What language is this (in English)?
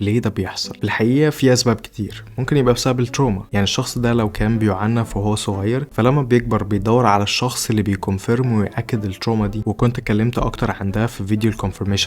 Egyptian Arabic